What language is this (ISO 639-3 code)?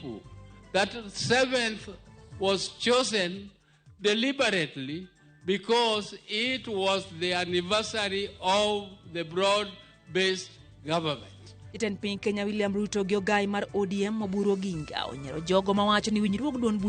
luo